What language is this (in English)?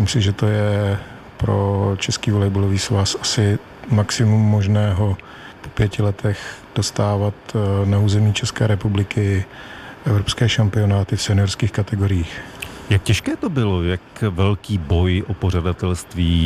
Czech